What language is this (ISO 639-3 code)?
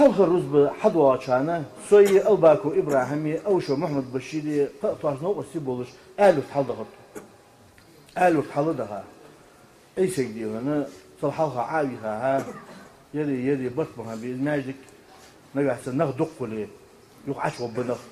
inh